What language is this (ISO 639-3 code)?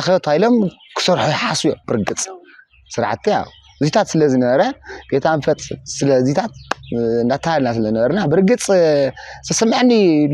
tir